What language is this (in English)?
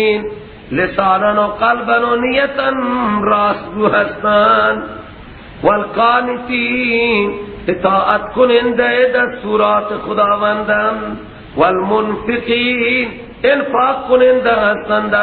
Persian